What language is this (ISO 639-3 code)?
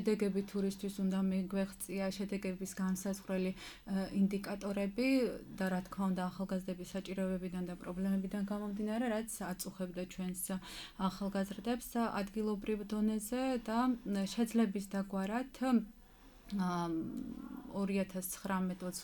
kat